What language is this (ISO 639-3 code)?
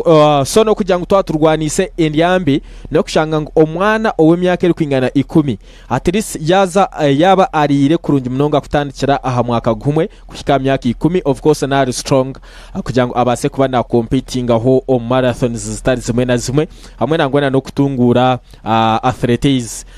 nyn